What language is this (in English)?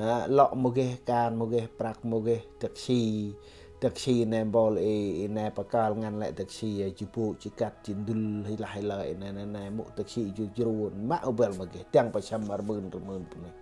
Central Mnong